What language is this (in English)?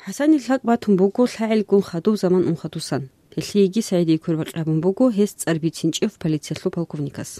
Avaric